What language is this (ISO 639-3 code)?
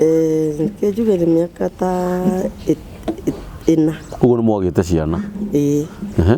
kik